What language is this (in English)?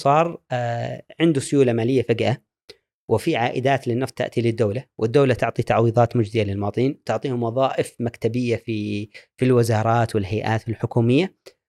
Gulf Arabic